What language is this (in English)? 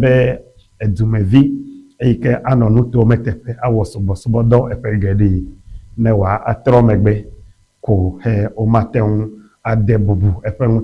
Ewe